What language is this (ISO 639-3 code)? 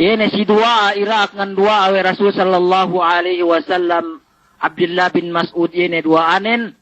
yka